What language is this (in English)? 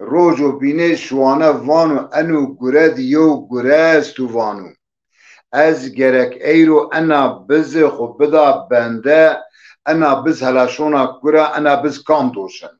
Zaza